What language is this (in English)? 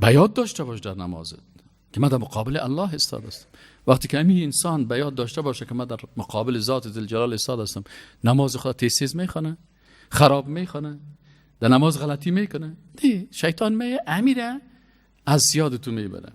Persian